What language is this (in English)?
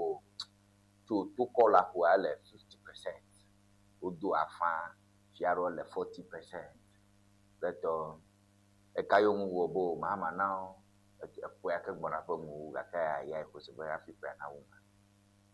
Ewe